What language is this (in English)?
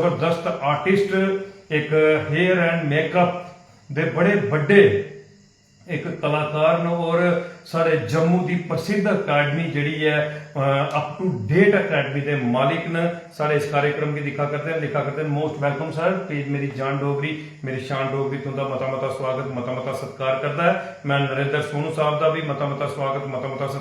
Dogri